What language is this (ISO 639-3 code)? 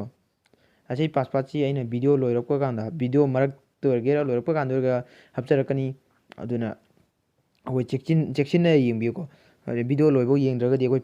mni